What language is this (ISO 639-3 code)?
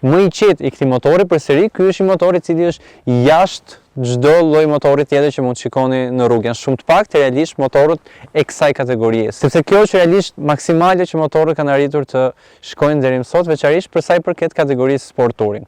sqi